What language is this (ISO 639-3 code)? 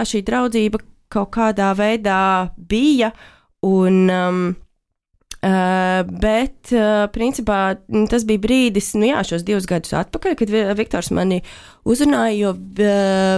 lav